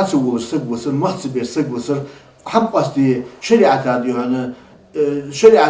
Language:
Ingush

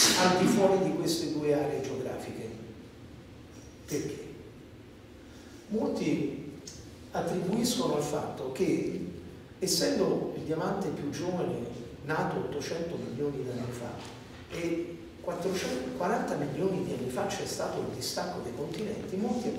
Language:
Italian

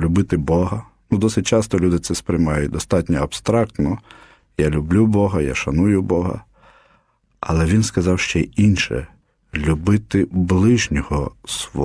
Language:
Ukrainian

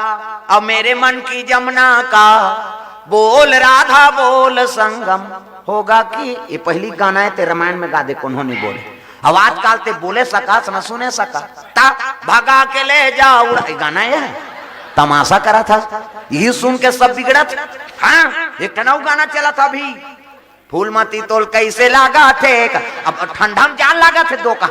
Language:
Chhattisgarhi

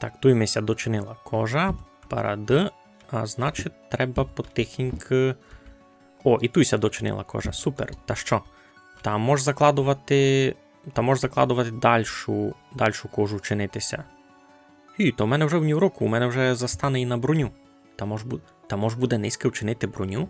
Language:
Rusyn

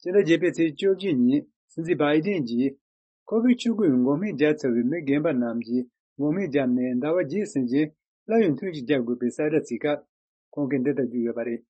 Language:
Tibetan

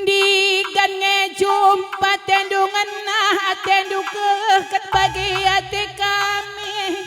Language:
Batak Karo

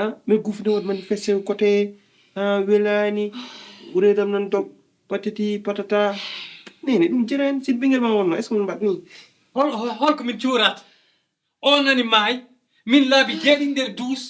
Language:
Fula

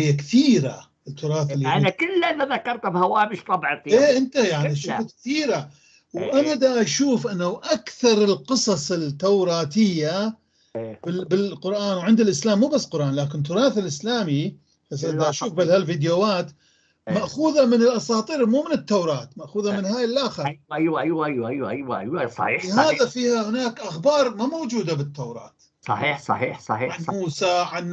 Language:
North Levantine Arabic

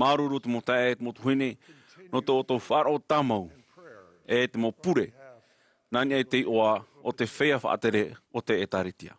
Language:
Tahitian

